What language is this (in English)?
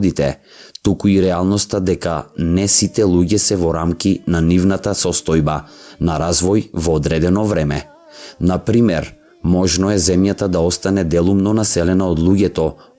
Macedonian